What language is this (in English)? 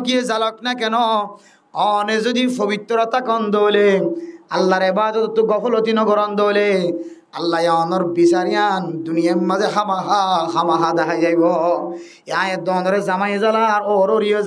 Rohingya